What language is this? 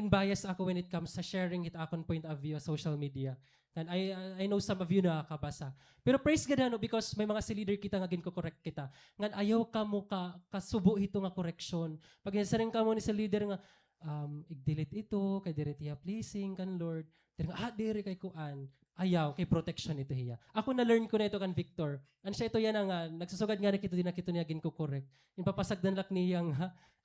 Waray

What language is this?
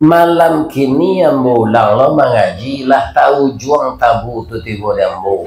Minangkabau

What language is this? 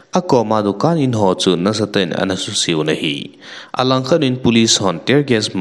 Thado Chin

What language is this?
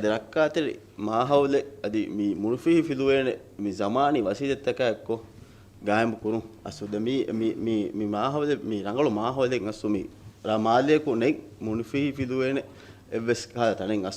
Divehi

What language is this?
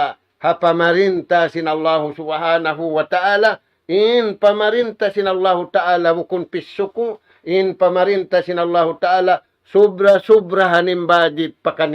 Tausug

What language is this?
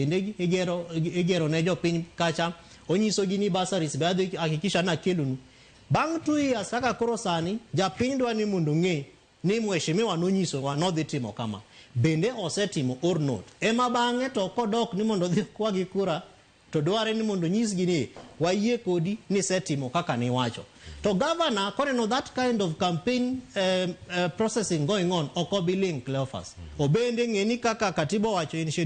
Luo (Kenya and Tanzania)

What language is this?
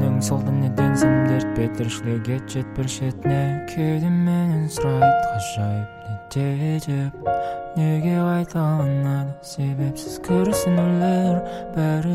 Kazakh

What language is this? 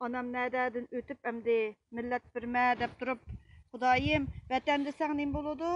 Uyghur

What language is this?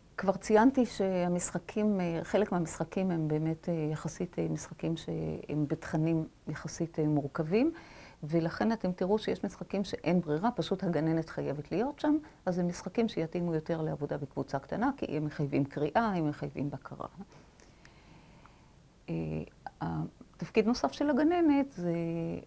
Hebrew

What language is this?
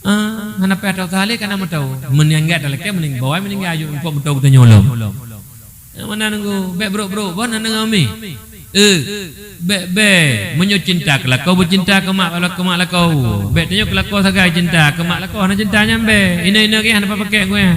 Achinese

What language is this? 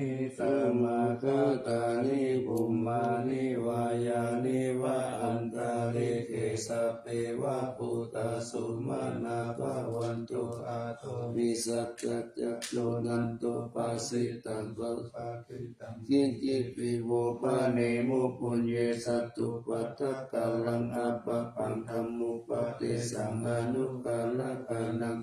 Pali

